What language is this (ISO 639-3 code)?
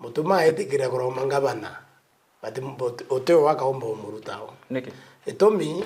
mer